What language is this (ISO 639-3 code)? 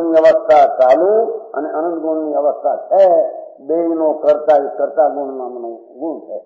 guj